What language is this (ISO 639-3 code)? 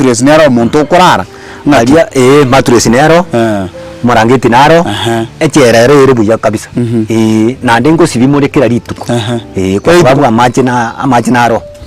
guz